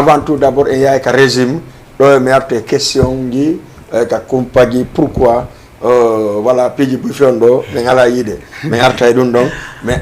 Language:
Fula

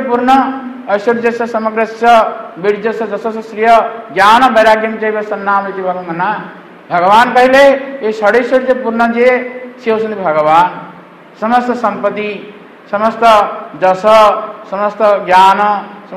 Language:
Odia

